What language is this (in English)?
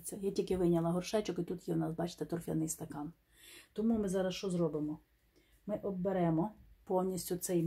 Ukrainian